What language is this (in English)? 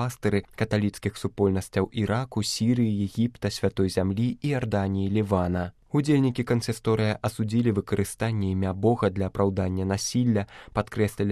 Belarusian